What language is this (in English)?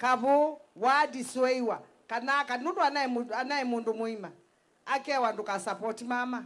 Kamba